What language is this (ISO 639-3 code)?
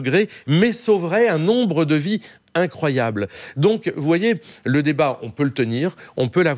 fra